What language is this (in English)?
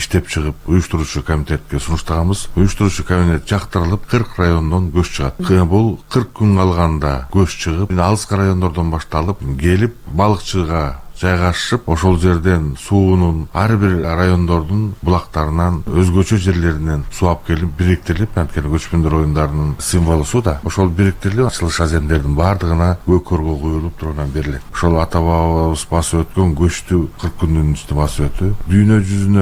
Kyrgyz